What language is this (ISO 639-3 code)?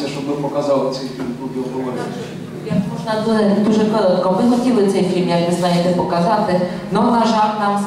ukr